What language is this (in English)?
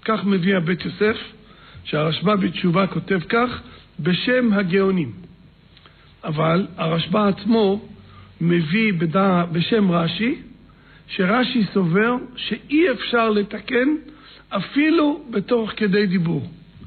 Hebrew